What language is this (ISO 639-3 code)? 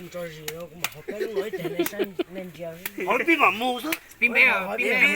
hmn